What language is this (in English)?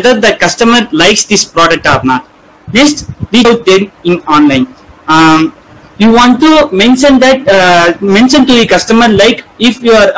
English